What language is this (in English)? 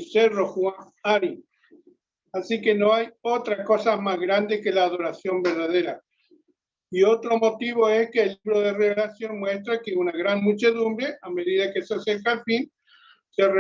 Guarani